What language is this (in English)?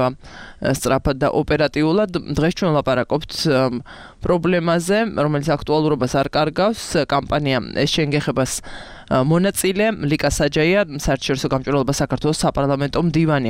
Georgian